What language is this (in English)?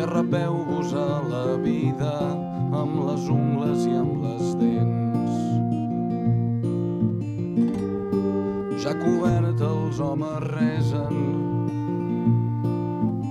Catalan